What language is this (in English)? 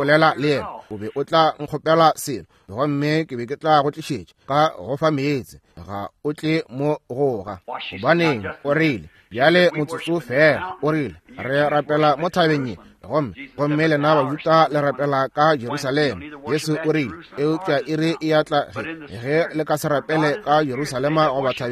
Northern Sotho